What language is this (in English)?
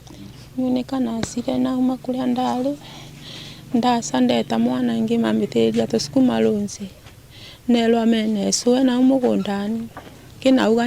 Meru